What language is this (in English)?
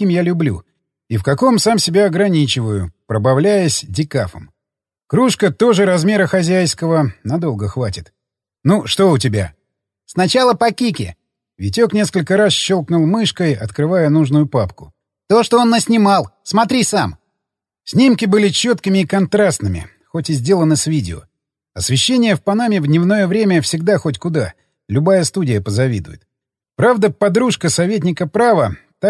Russian